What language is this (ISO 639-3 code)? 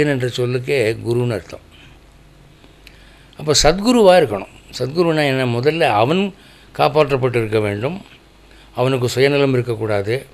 tam